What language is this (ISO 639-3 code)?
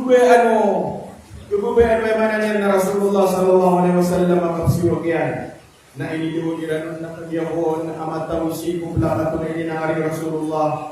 mrw